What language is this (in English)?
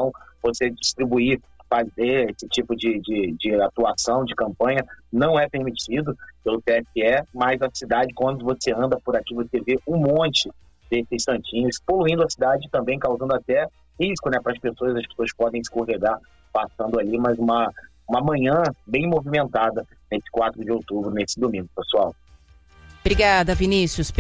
Portuguese